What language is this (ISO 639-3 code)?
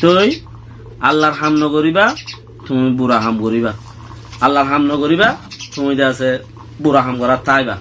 rhg